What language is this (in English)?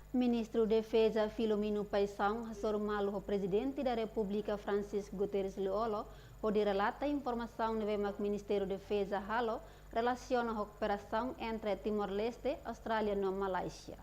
Tetum